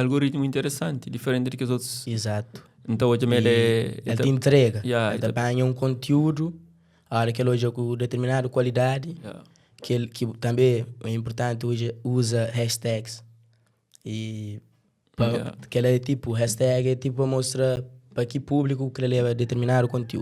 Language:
Kabuverdianu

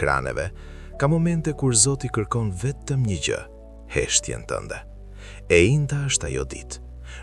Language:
Albanian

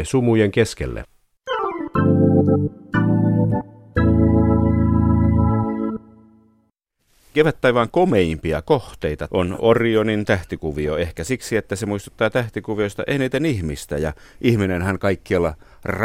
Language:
Finnish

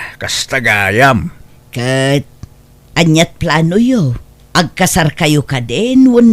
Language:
Iloko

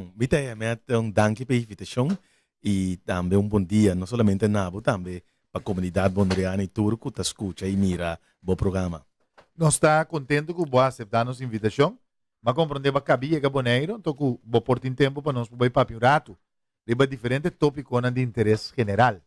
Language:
Papiamento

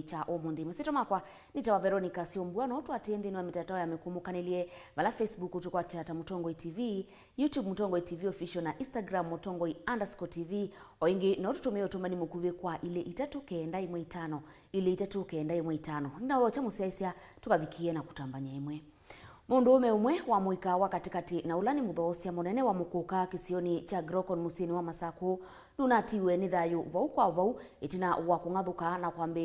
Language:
Kamba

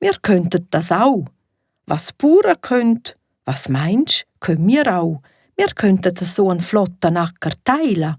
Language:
Swiss German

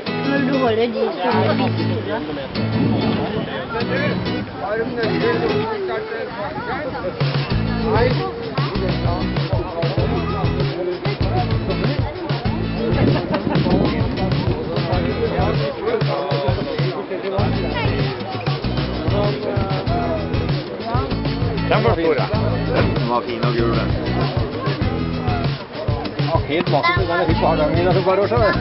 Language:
Norwegian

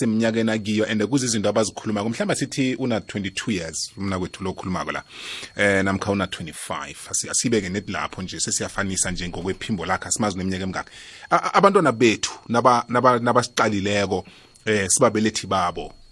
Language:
South Ndebele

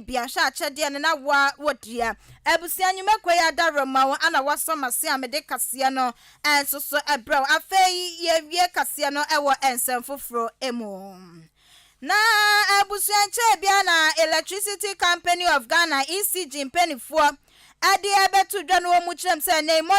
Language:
Akan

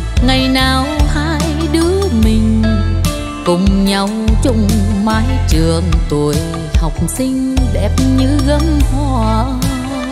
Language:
Vietnamese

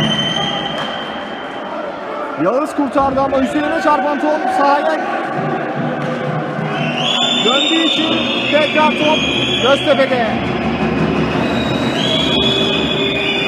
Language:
Turkish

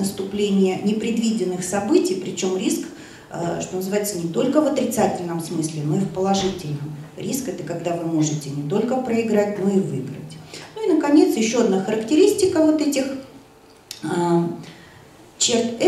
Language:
Russian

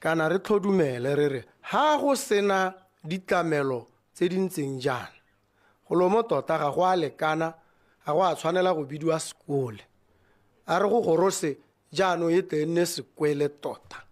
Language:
Tswana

